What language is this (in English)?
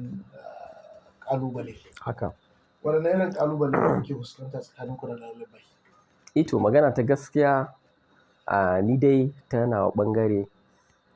Hausa